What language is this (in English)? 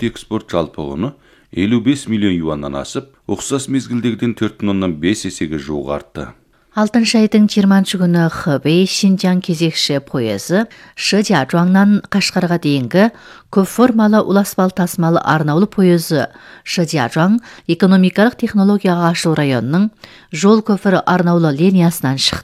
Kazakh